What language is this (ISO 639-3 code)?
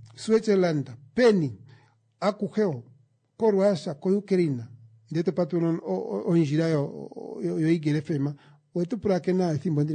kua